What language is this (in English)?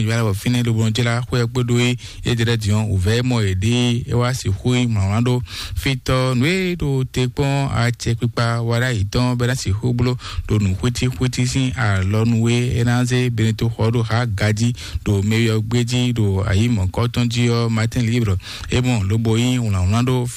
Fon